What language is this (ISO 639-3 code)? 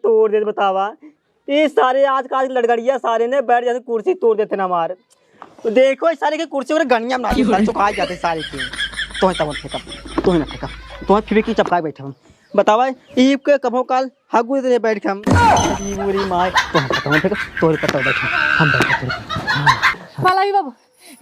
awa